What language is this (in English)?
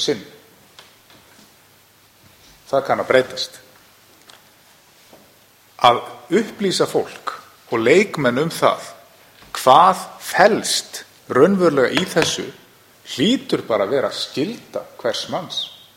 Icelandic